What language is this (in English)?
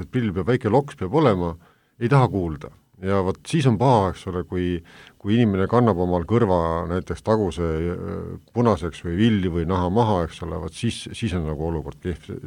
Estonian